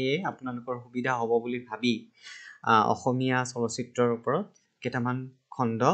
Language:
Assamese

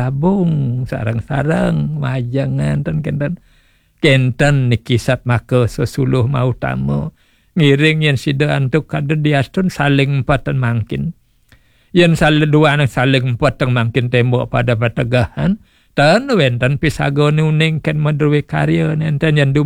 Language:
Balinese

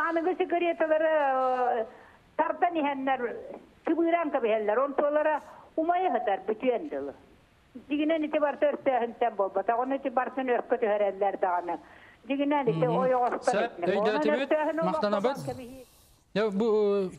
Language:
Yakut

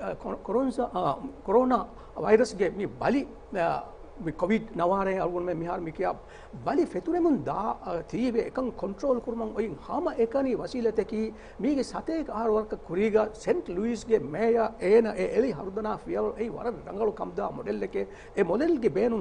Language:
Divehi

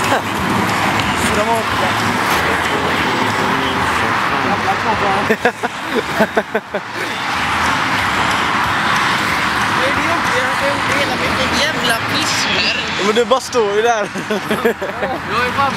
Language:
Swedish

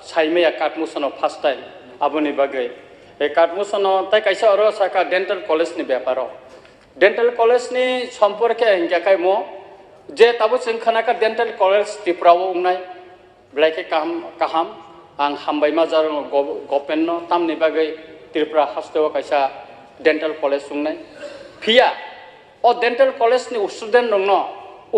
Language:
Kok Borok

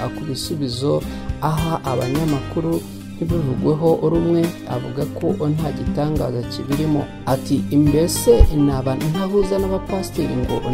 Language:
Kinyarwanda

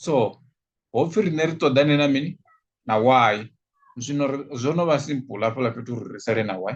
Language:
Venda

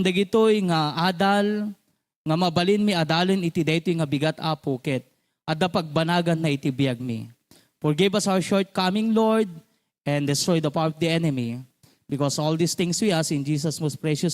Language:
Iloko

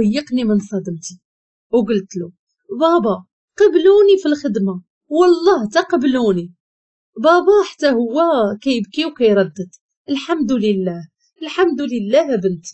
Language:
Moroccan Arabic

